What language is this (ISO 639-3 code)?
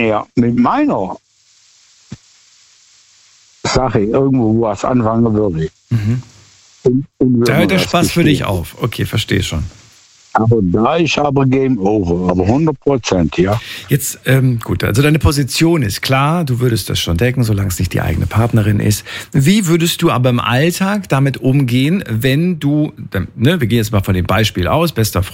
deu